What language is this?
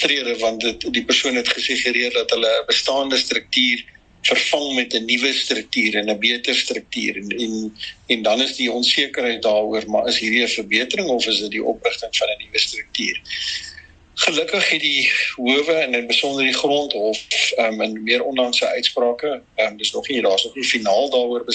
Afrikaans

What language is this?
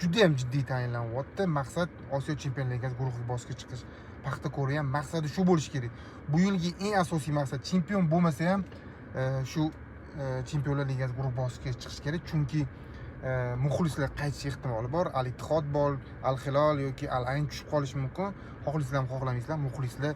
Uzbek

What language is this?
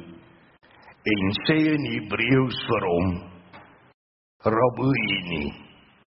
Afrikaans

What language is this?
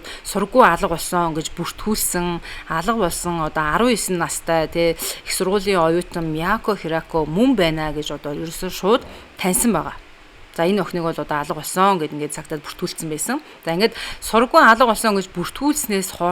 Mongolian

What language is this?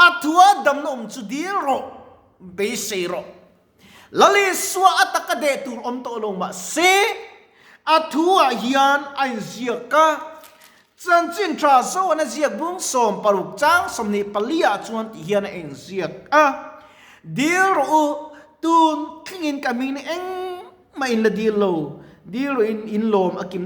Mizo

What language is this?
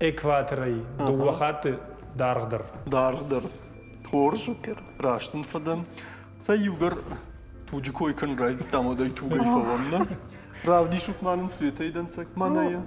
Ossetic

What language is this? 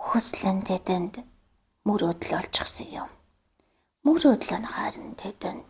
Mongolian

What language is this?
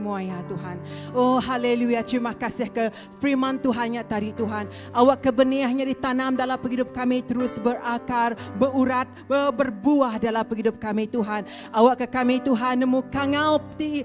Iban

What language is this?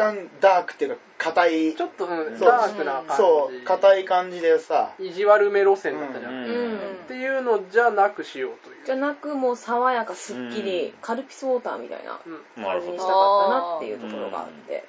Japanese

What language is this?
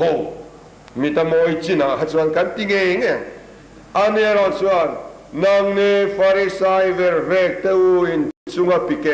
Mizo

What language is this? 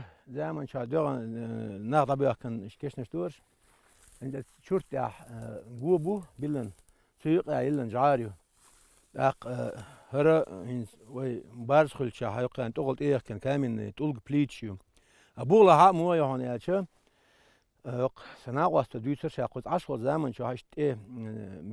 Chechen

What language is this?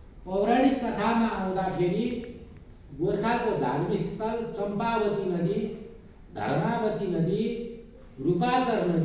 Nepali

